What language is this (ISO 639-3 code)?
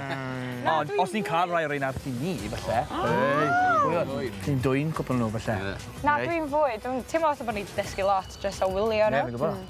cym